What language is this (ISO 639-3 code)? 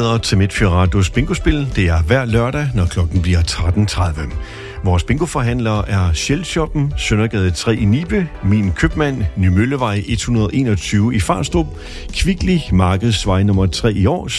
dan